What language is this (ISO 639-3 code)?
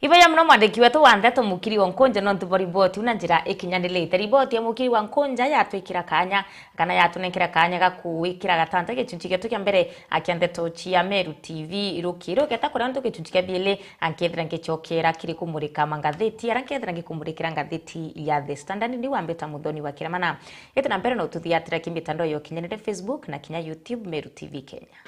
mer